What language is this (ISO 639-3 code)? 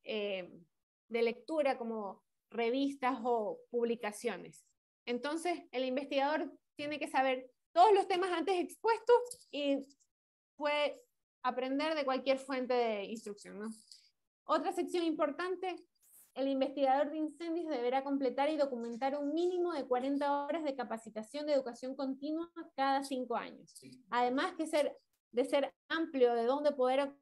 spa